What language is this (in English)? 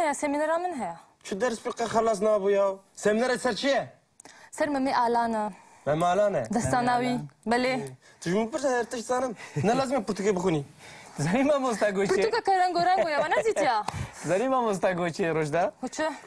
Kurdish